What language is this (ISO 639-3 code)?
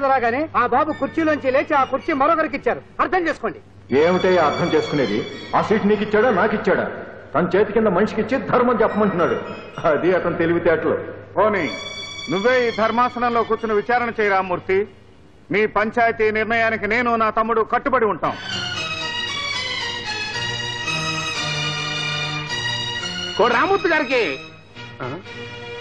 tel